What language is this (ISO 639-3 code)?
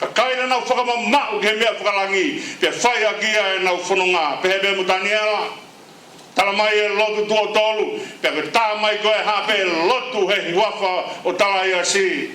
ton